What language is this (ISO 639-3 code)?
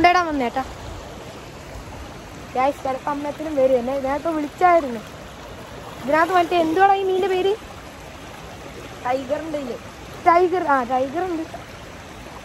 mal